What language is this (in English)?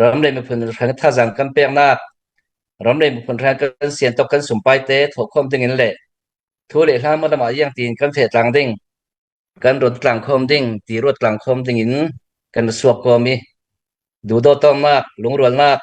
Hakha Chin